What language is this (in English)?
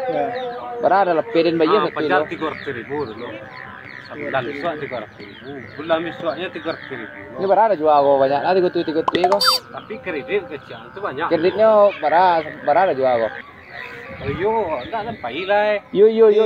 Minangkabau